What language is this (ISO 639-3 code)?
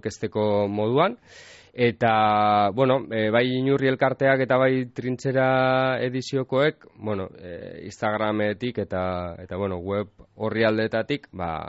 eus